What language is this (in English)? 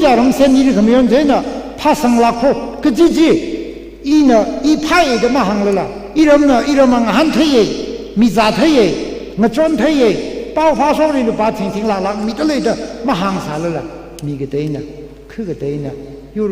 Tangkhul Naga (India)